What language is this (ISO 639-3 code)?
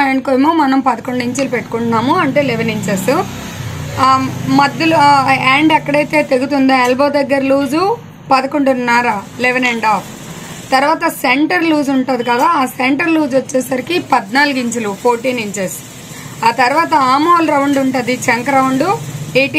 tel